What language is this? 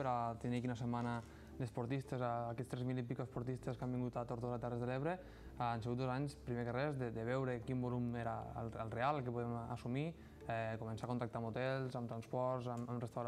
Catalan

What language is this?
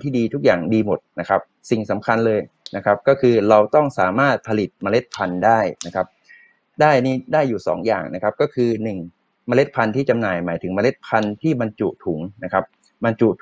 Thai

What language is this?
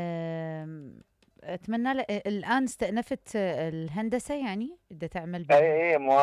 Mesopotamian Arabic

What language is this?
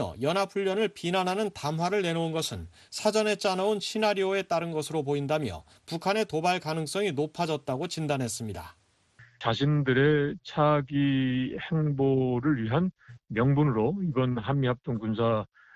Korean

